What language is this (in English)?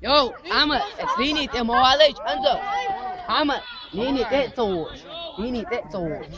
Chechen